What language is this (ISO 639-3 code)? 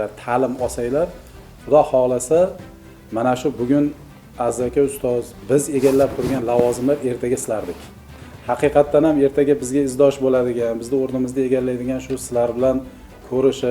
uzb